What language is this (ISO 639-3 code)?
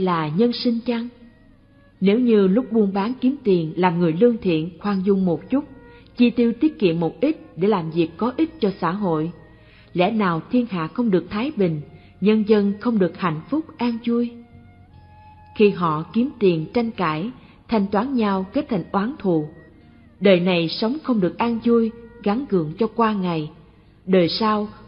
vie